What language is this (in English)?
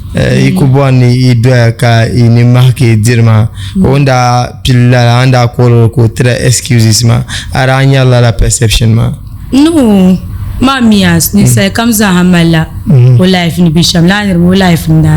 Dagbani